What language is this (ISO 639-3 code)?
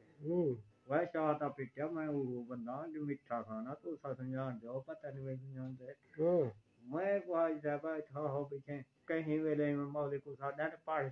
skr